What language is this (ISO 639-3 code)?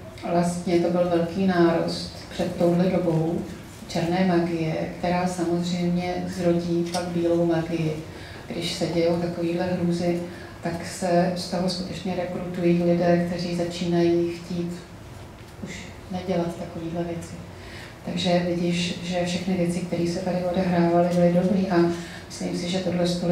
ces